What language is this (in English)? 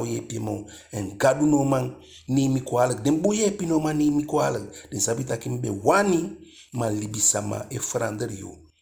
Eastern Maroon Creole